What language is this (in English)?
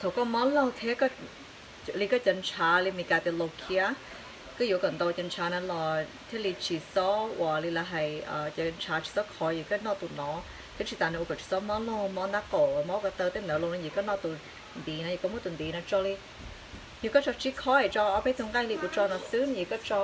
Hmong